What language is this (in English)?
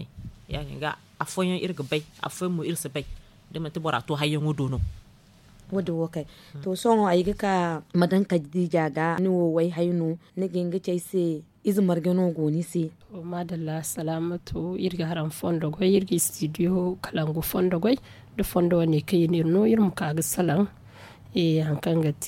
Zarma